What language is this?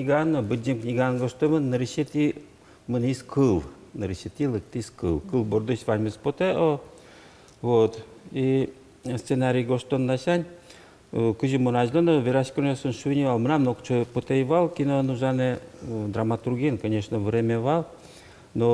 Udmurt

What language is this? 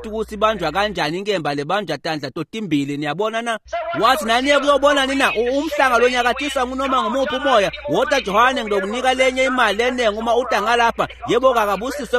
Swati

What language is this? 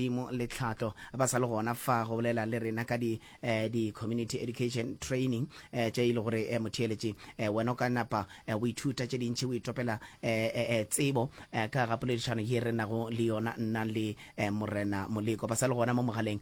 Northern Sotho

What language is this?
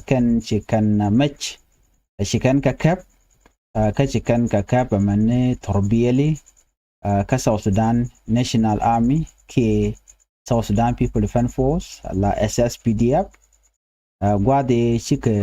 Nuer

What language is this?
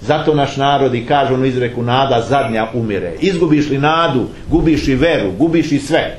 Serbian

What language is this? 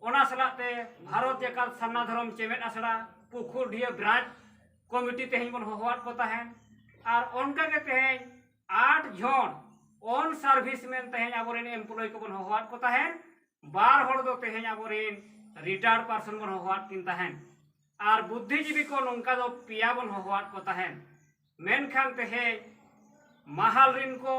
Santali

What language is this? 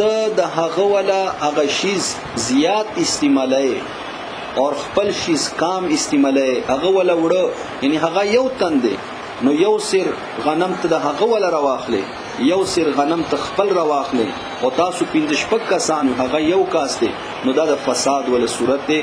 Pashto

